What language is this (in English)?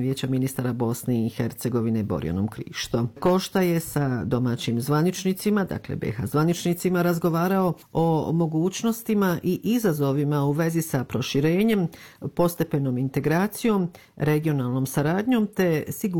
Bosnian